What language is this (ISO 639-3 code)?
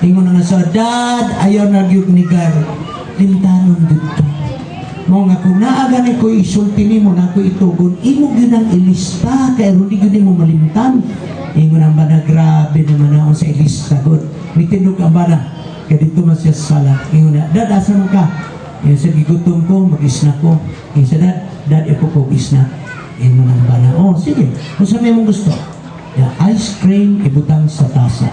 ceb